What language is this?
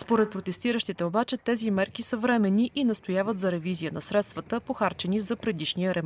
Bulgarian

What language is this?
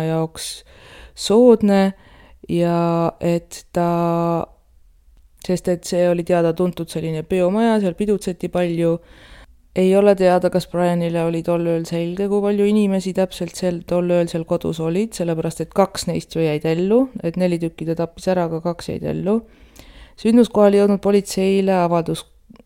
Estonian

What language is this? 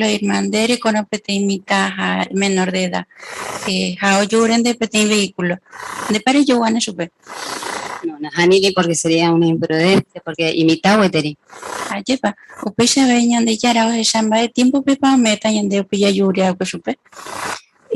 Guarani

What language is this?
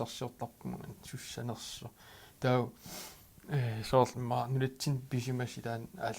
Kalaallisut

